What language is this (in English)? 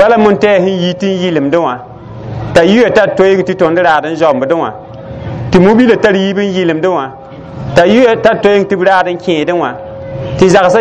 Mossi